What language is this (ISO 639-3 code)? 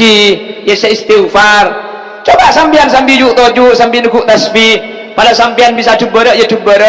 mad